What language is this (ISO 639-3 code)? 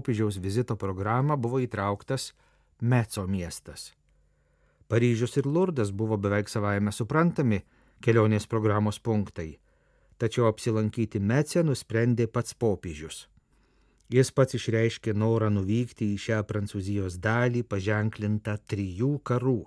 lit